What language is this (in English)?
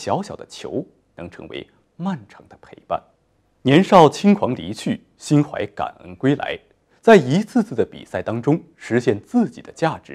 Chinese